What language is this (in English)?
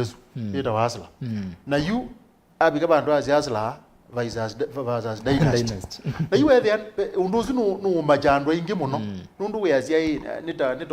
Kamba